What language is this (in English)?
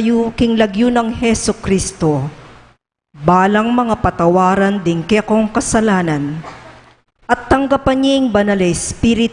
Pampanga